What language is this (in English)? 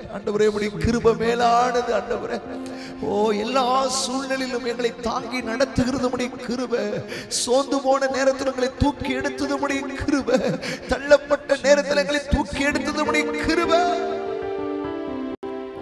Tamil